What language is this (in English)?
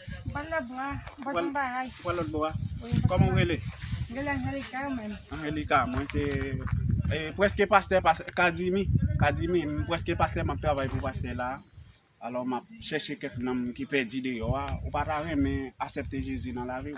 Haitian Creole